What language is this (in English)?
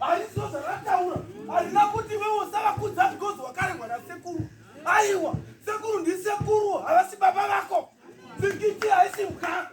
Shona